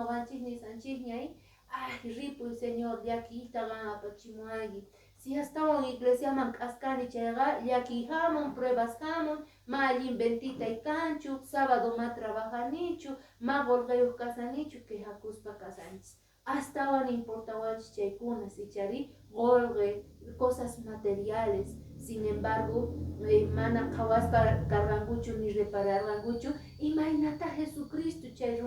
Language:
Quechua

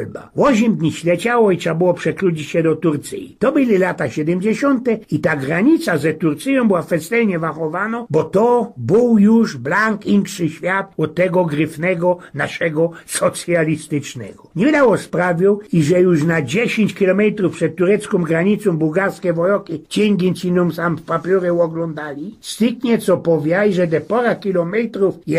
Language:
Silesian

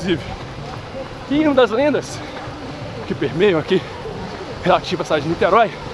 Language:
Portuguese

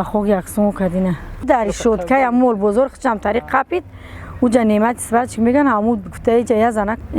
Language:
Tajik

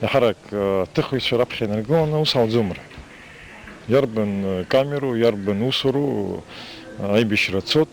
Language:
Abkhazian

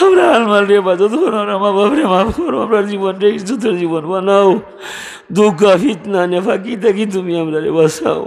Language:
Sylheti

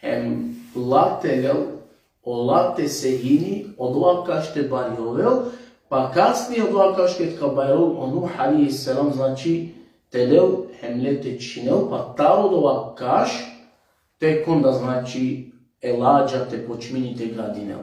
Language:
Balkan Romani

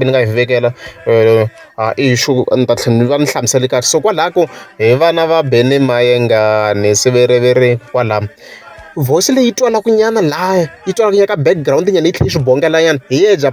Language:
Tsonga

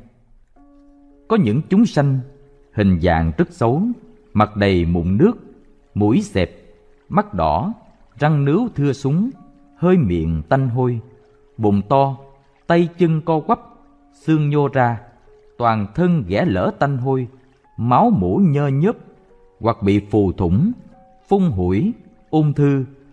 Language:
Vietnamese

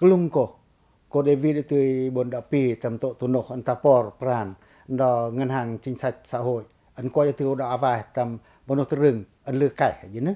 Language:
Pacoh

